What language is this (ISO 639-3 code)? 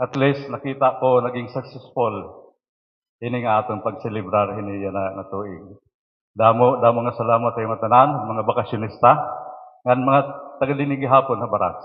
war